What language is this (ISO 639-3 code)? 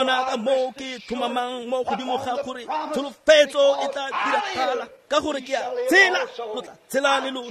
tsn